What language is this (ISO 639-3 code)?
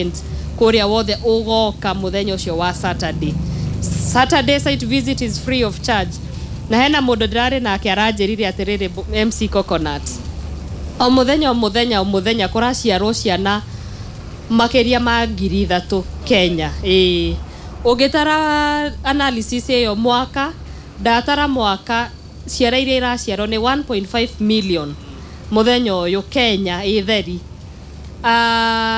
kik